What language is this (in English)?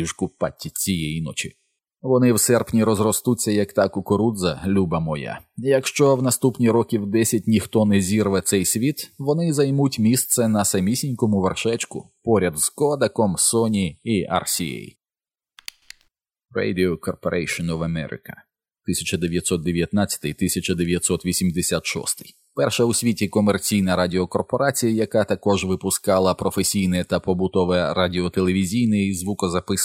Ukrainian